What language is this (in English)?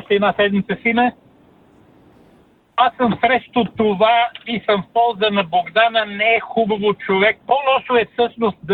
Bulgarian